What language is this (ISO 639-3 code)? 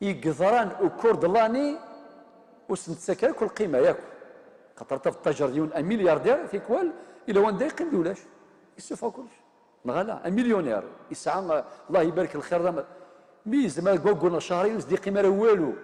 kab